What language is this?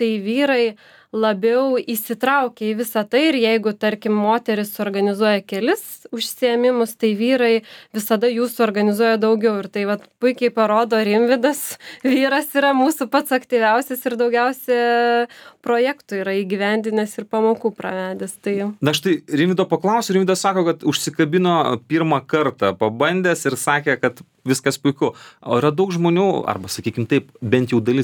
Lithuanian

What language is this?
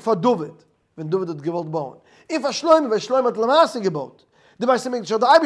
Yiddish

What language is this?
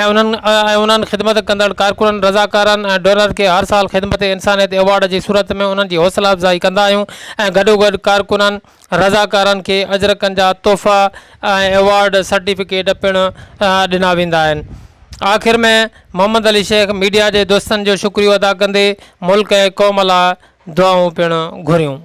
Sindhi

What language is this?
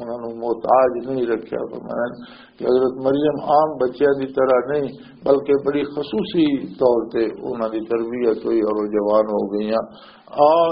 Western Panjabi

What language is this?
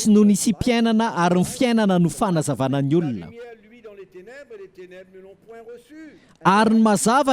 Malagasy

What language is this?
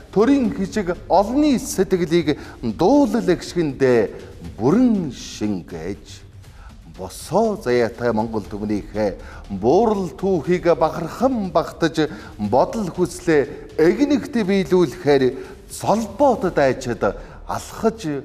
Mongolian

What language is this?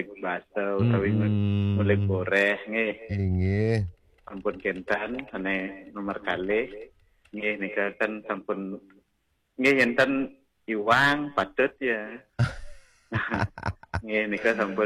Balinese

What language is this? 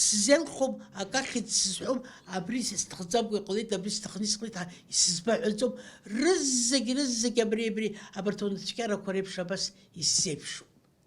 Abkhazian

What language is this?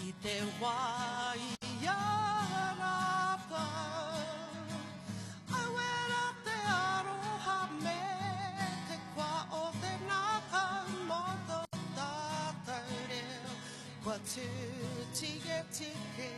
Māori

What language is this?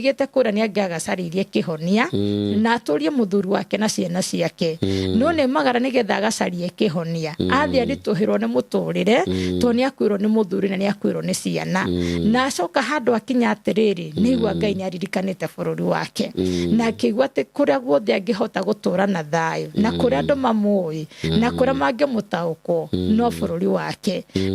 Kikuyu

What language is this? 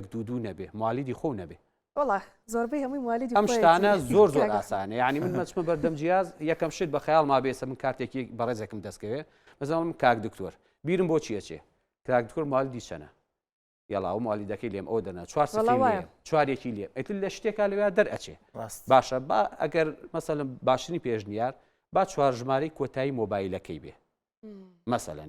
Central Kurdish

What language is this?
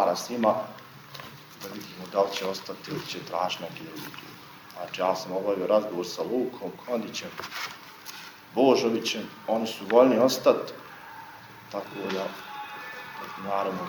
Bosnian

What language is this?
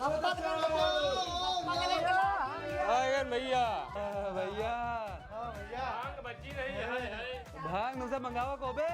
Awadhi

